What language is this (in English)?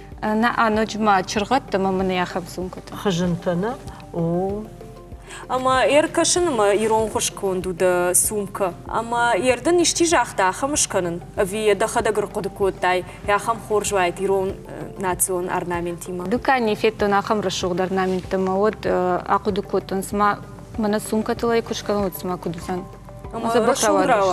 Ossetic